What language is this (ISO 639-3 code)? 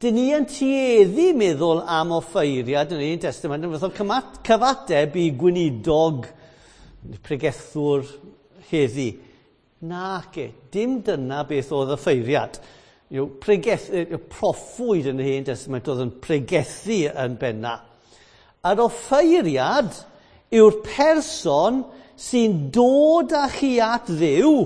cym